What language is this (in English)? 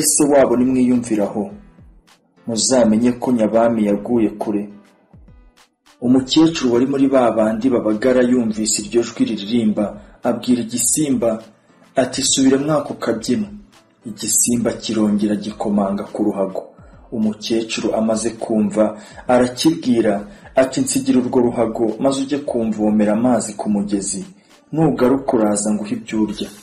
Kinyarwanda